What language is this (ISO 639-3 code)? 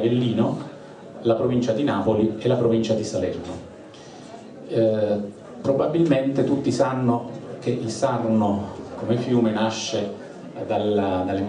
ita